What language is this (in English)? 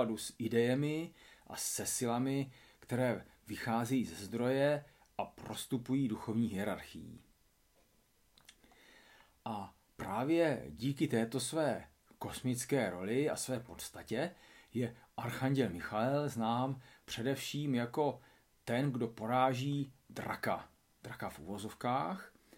Czech